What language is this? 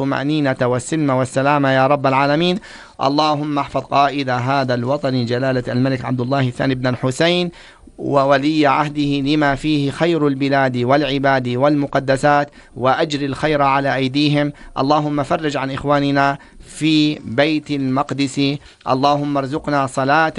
Arabic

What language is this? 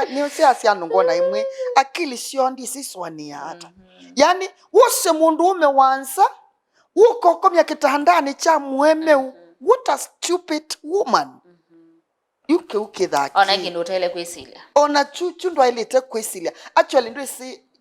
Kamba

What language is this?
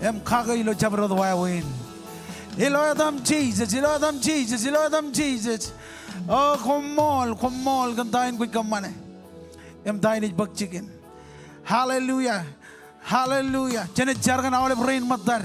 Marshallese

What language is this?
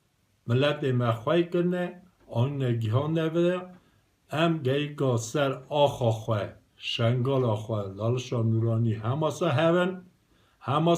Kurdish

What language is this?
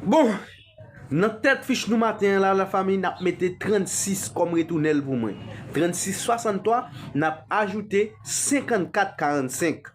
Haitian Creole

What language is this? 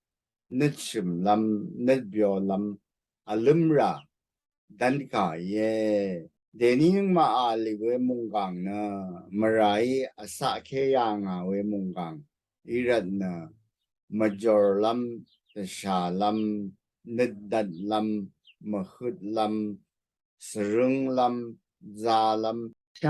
Rawang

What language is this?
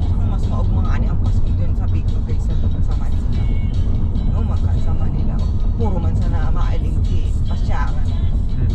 Bikol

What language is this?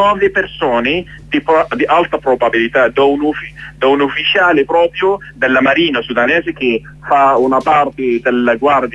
Italian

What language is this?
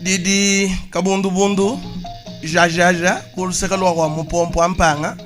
Luba-Lulua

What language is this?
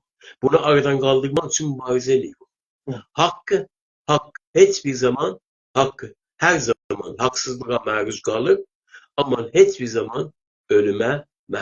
South Azerbaijani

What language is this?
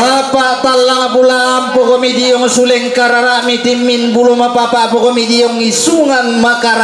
Toraja-Sa'dan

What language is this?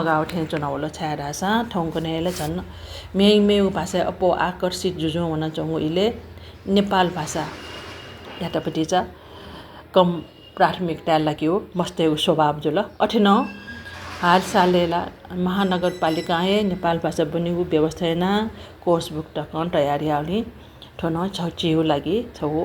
Newari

